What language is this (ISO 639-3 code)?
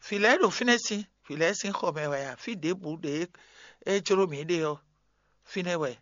fon